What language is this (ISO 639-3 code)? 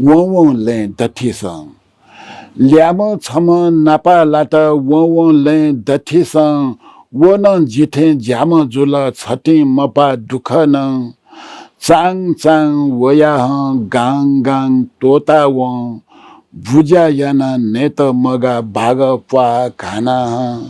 new